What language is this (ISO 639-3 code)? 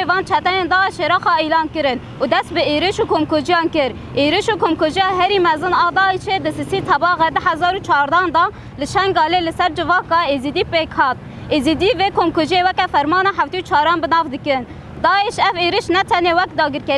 kur